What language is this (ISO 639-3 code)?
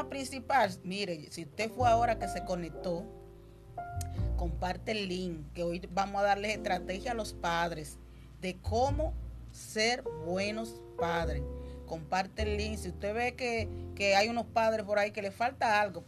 spa